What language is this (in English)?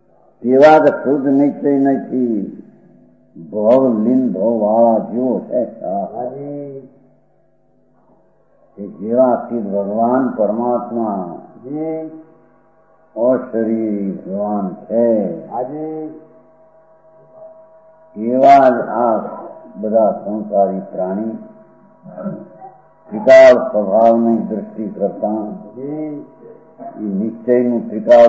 Gujarati